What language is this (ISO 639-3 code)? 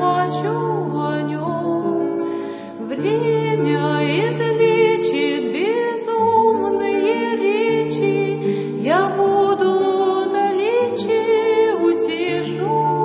rus